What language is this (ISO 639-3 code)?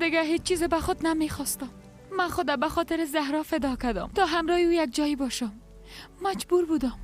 fas